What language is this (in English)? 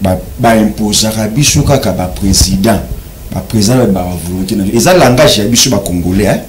Lingala